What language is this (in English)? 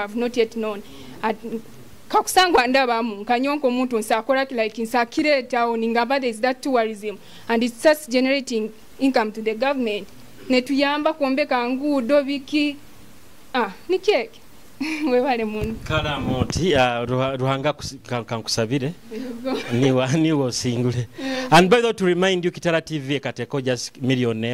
Nyoro